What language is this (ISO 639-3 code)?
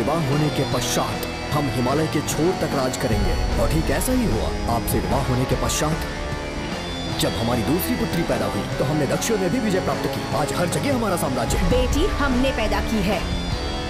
hin